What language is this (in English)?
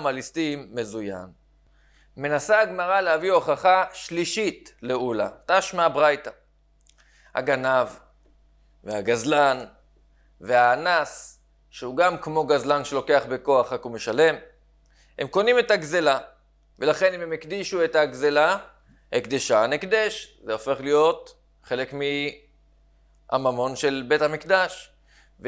Hebrew